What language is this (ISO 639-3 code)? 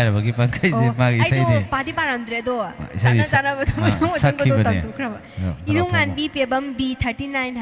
mni